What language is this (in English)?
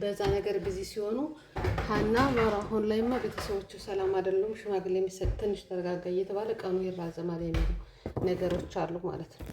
Amharic